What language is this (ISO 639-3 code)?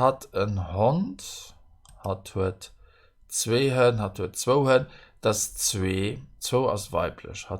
ltz